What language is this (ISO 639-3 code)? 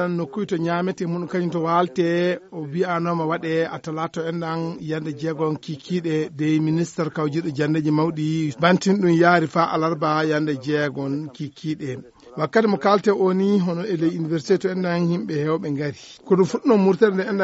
ful